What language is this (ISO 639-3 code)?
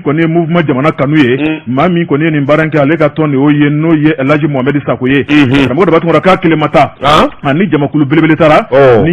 bam